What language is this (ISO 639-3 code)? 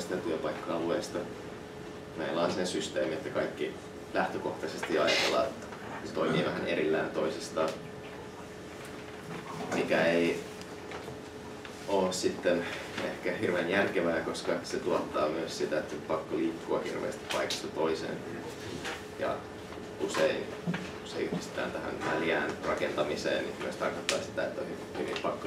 fin